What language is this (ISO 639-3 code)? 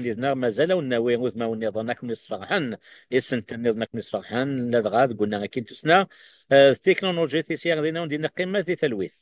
kab